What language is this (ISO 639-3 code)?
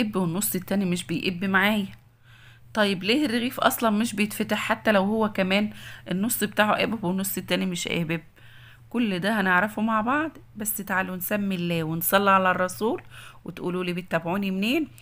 arz